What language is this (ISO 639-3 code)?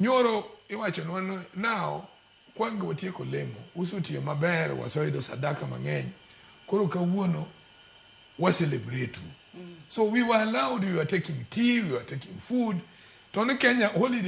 luo